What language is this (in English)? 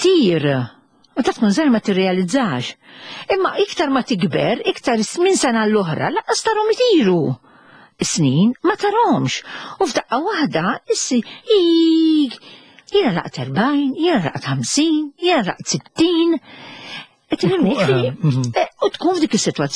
Maltese